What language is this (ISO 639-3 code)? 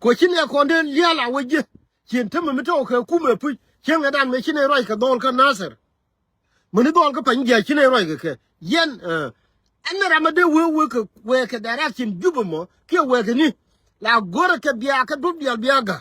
nus